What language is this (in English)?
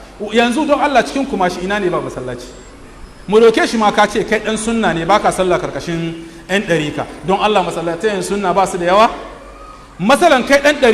Hausa